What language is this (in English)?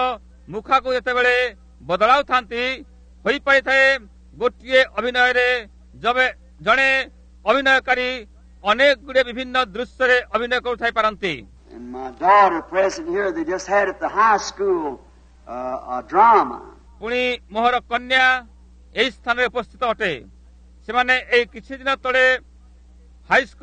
Odia